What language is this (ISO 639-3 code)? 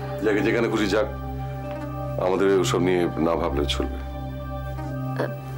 ben